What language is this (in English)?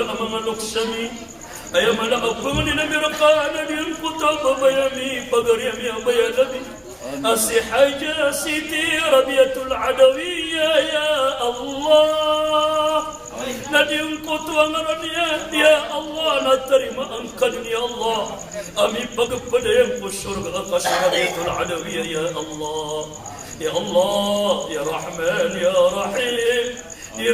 Maranao